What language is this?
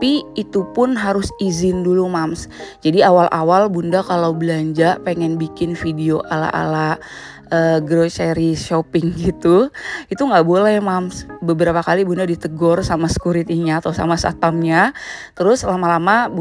Indonesian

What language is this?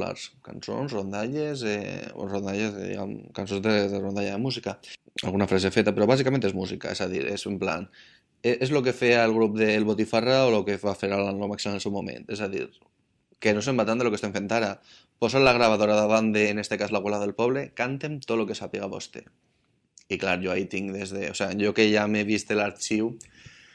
Catalan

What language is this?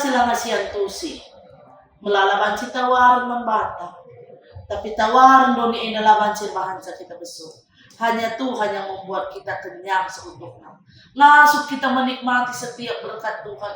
Batak Karo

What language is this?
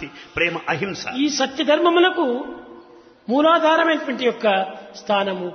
Telugu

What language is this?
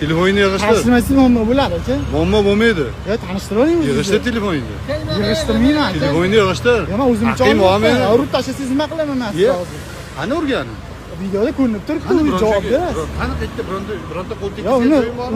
Uzbek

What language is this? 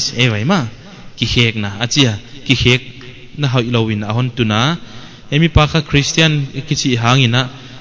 Paite Chin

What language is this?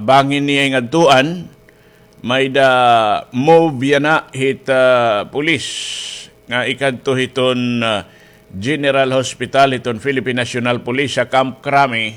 Waray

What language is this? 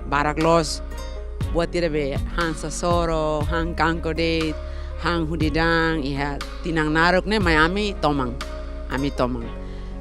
Tetum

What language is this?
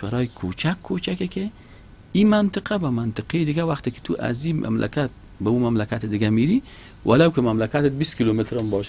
Persian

